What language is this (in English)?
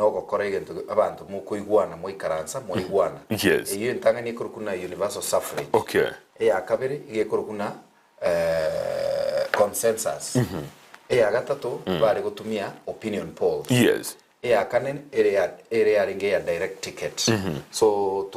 Gusii